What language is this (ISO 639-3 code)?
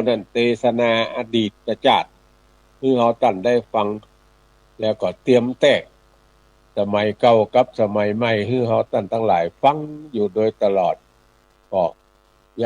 nod